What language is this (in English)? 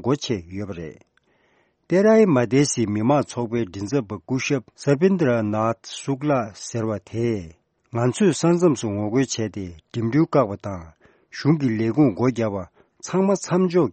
Tibetan